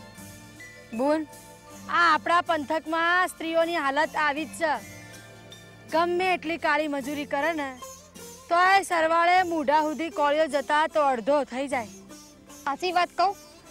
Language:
Gujarati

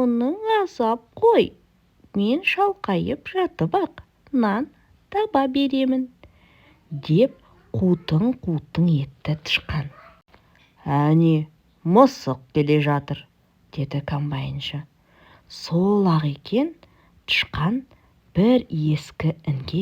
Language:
Kazakh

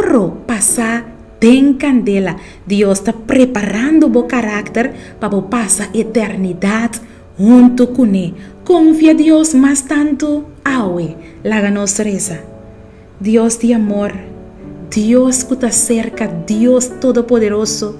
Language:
Papiamento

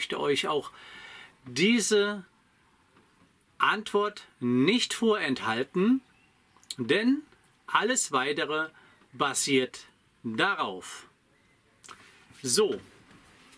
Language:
German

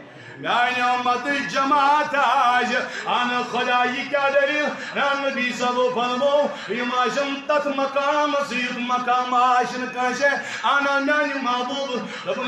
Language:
Kashmiri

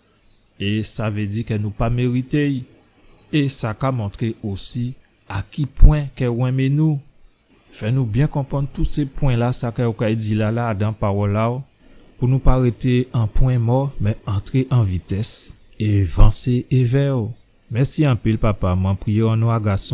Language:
Guadeloupean Creole French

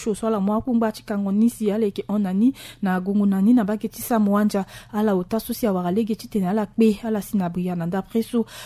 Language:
Sango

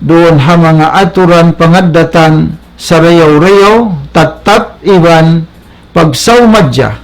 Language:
Tausug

